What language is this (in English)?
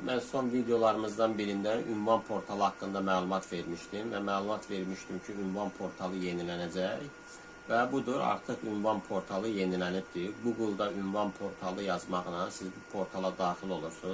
Azerbaijani